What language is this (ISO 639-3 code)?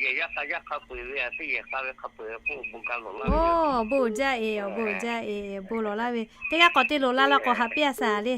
lhu